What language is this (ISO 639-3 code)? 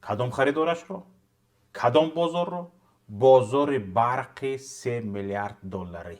tgk